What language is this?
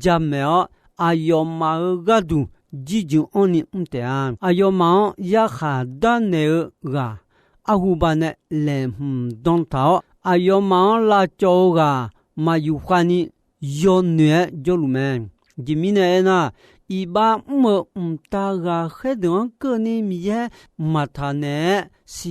Akha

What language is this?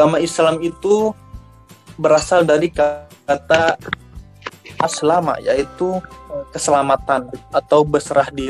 Indonesian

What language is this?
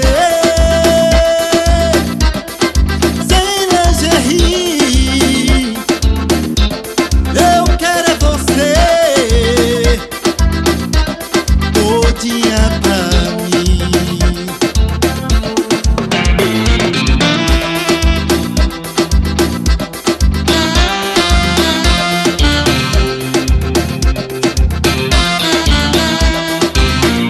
Portuguese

